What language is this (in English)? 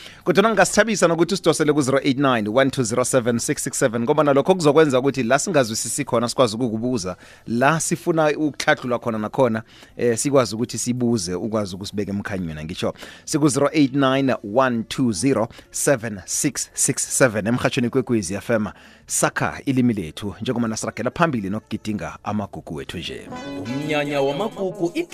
South Ndebele